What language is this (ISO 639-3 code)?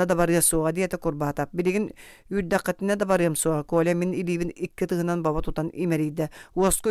sah